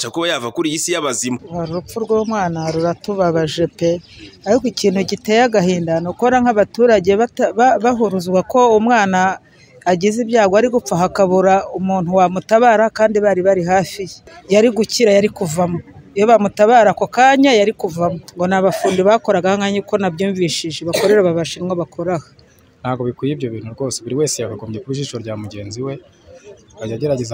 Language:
Kinyarwanda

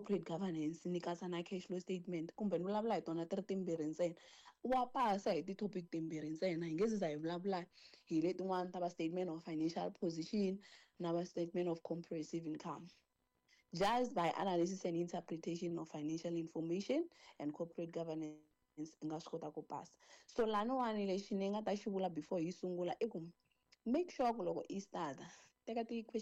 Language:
Tsonga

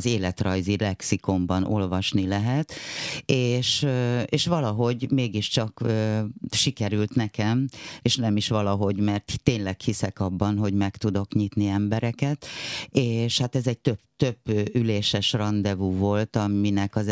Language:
Hungarian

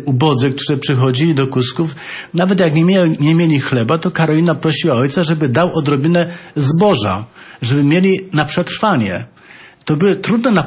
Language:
Polish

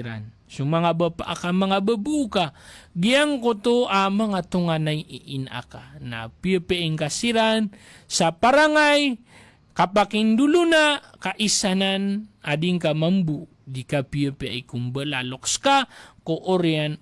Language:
Maranao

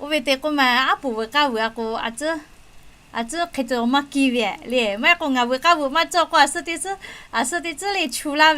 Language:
Lahu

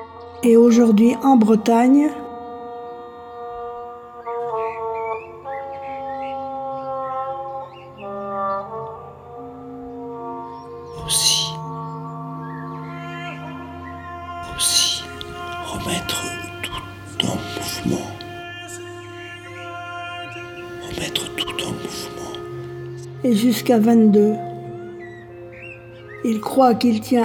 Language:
French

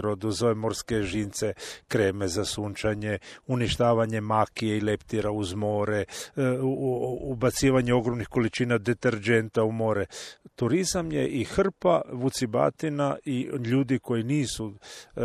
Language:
Croatian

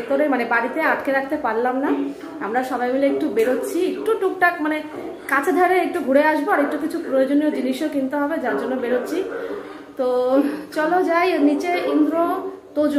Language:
Bangla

